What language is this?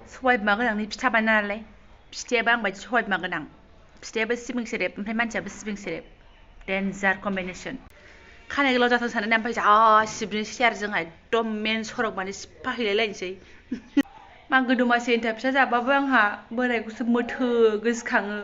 Bodo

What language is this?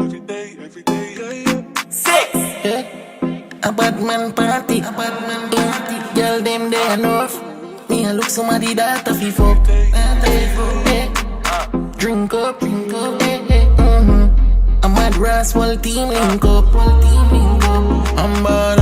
Jamaican Creole English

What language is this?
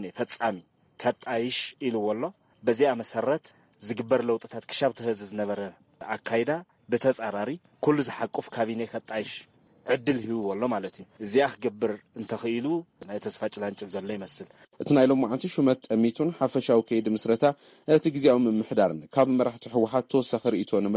Tigrinya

